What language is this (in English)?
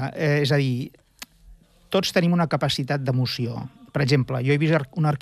Catalan